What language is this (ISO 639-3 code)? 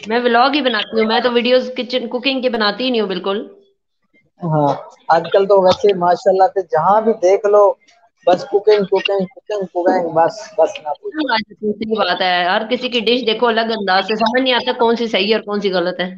skr